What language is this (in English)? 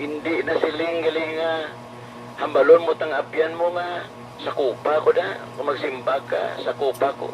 Hiligaynon